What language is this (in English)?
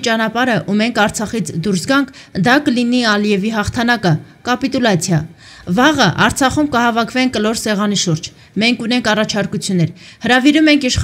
Armenian